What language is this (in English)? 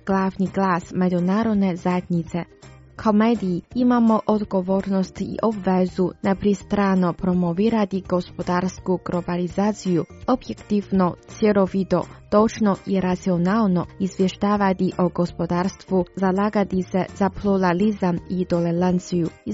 Croatian